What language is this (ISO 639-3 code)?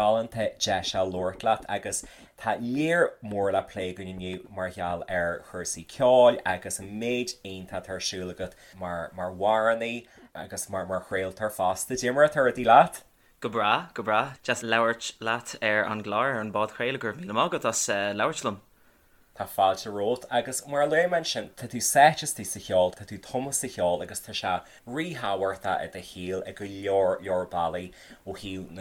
gle